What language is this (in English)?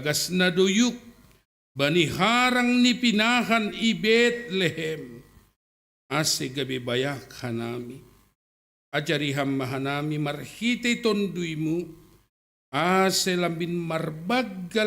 Batak Simalungun